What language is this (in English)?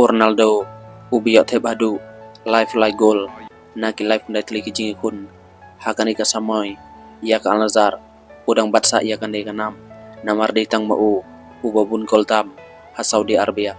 Khasi